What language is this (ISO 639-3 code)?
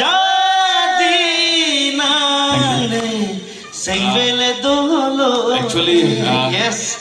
mjw